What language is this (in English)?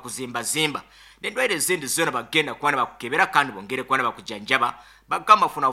Nyankole